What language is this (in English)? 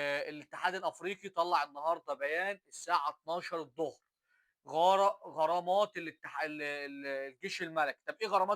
Egyptian Arabic